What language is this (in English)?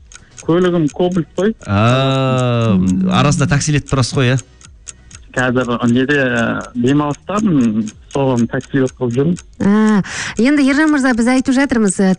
Kazakh